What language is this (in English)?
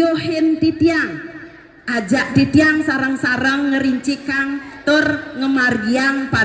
Balinese